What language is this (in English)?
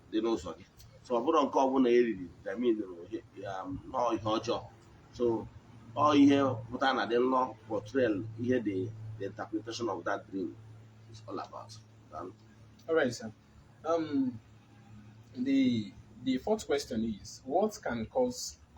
Igbo